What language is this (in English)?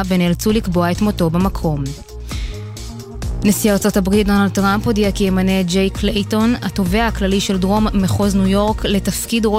Hebrew